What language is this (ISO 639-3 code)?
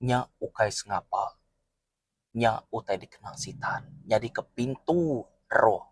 iba